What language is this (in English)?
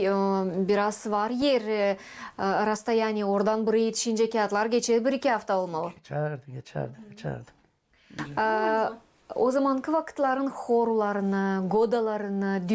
Gagauz